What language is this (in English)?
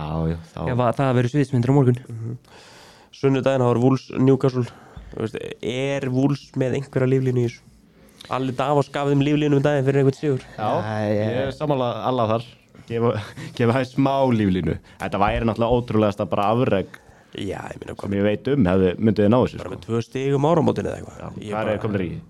Icelandic